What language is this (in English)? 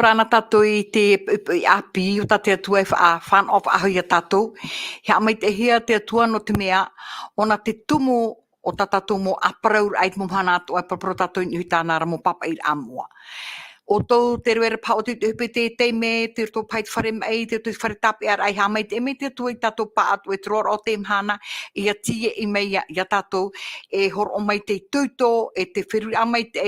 Tahitian